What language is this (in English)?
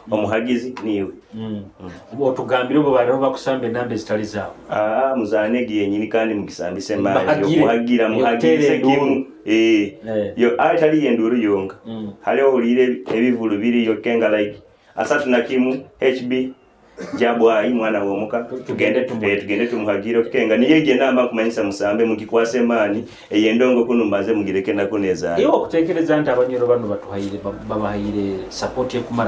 Nyoro